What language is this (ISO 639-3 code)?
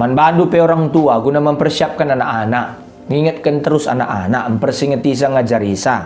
btx